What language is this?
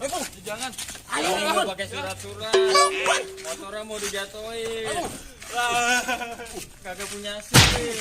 Betawi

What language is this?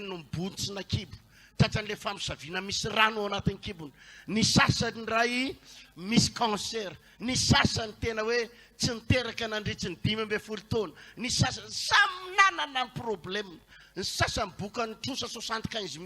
Malagasy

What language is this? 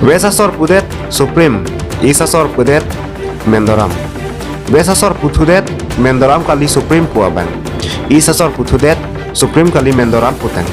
Karbi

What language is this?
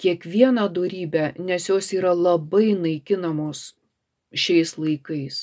Lithuanian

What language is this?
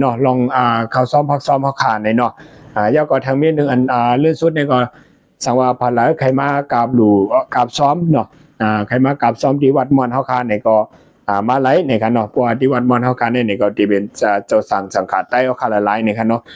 Shan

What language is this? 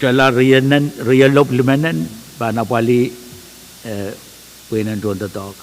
Pohnpeian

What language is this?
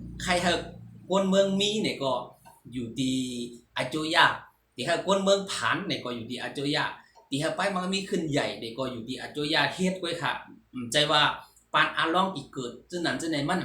Shan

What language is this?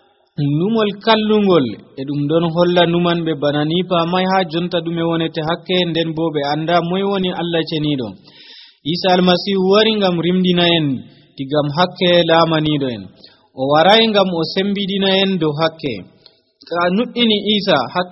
Nigerian Fulfulde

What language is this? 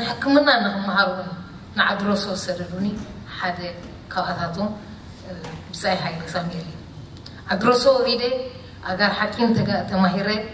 Tigrinya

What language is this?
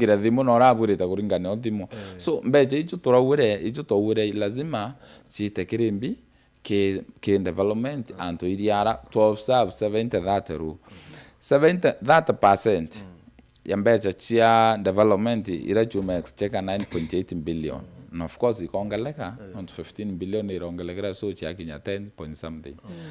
Meru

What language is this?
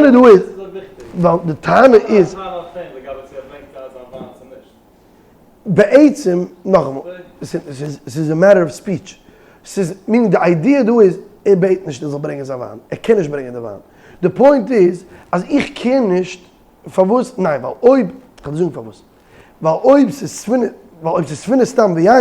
Yiddish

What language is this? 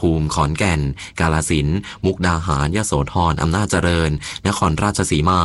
Thai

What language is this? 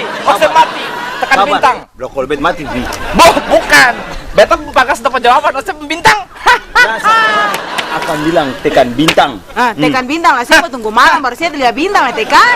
Ambonese Malay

